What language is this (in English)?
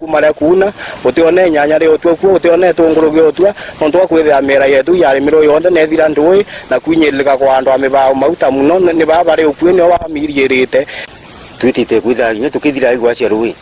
Meru